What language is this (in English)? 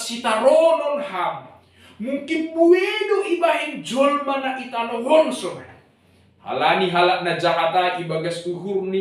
Batak Simalungun